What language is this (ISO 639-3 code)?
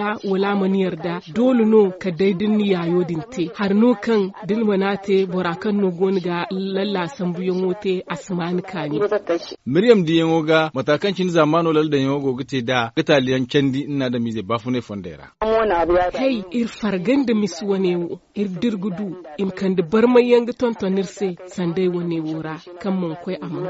dje